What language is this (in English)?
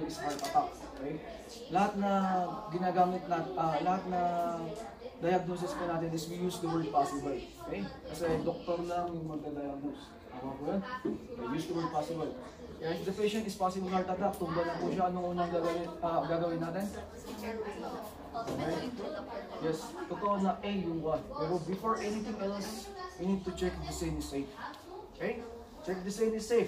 Filipino